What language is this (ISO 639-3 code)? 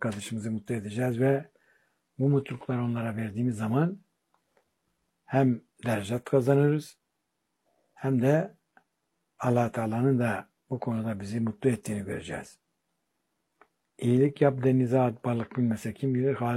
tur